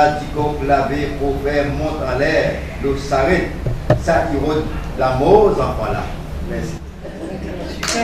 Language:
Réunion Creole French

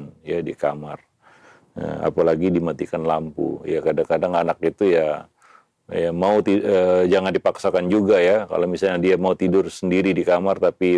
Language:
Indonesian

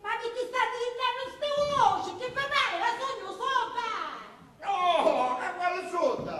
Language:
Sicilian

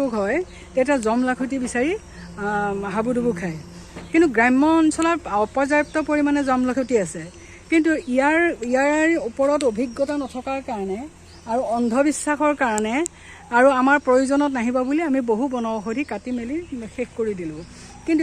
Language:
Assamese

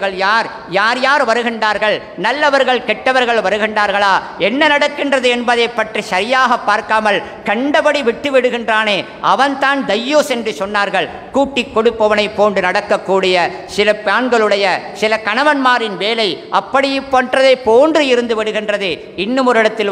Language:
Tamil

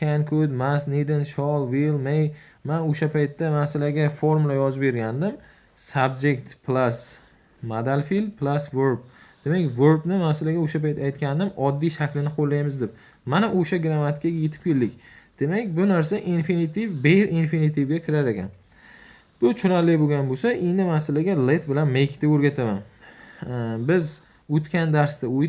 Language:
Uzbek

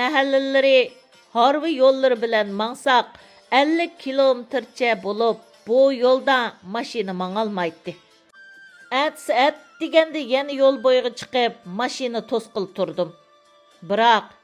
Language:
Uyghur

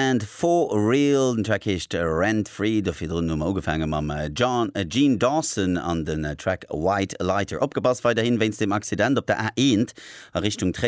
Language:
Luxembourgish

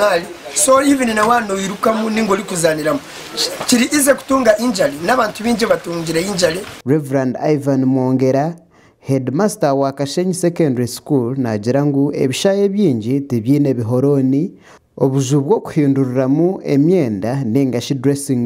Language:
Nyankole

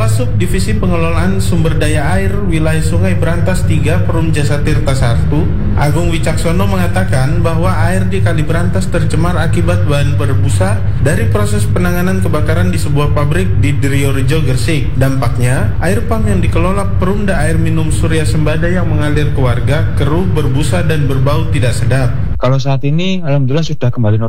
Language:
Indonesian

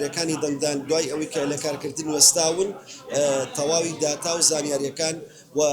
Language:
Central Kurdish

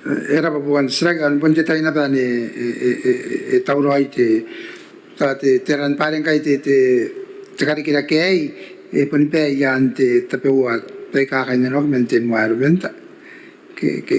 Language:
Gilbertese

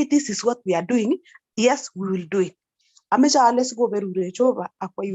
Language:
Kalenjin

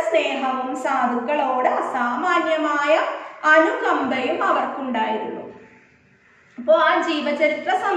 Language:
Malayalam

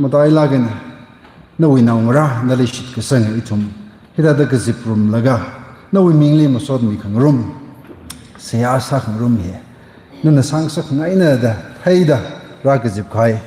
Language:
Tangkhul Naga (India)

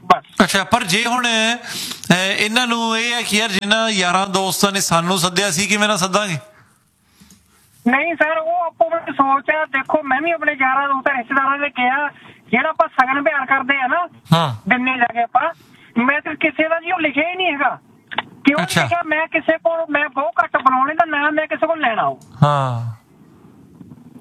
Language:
Punjabi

